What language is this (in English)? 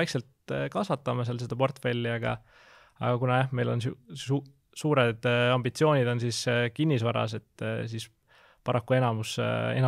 Estonian